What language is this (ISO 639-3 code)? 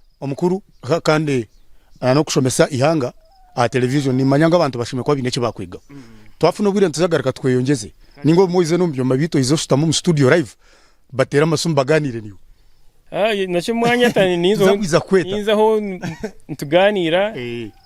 nyn